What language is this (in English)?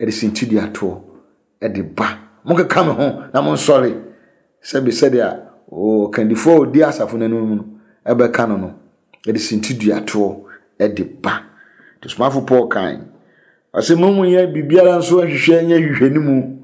Akan